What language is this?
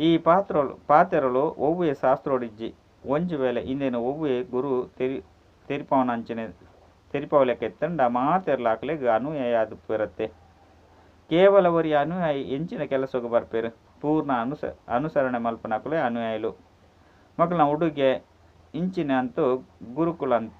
Tulu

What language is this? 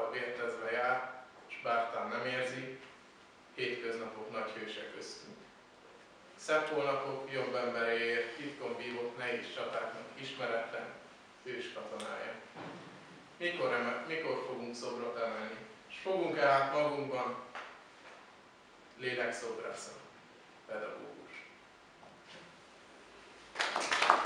Hungarian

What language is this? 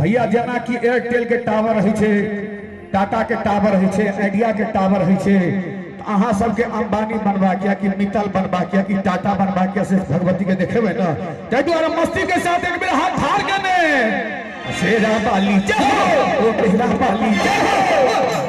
Maithili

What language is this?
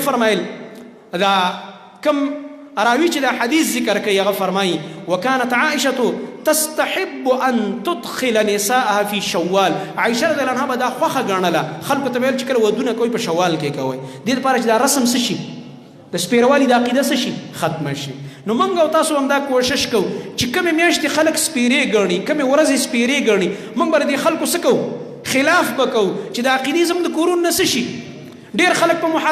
Pashto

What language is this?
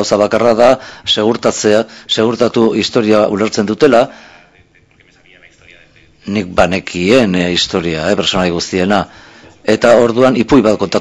Basque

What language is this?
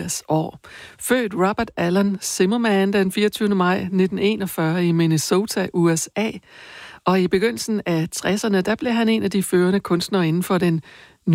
Danish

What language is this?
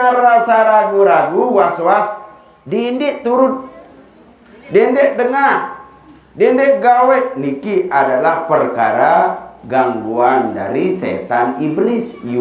Sasak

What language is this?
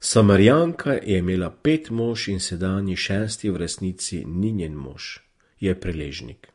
Slovenian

